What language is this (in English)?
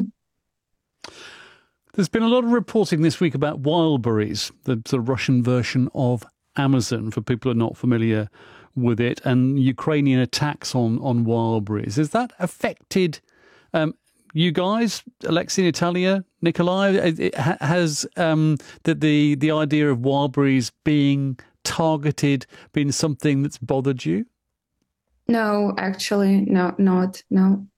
English